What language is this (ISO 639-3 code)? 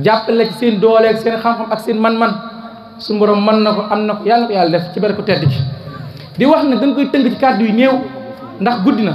wol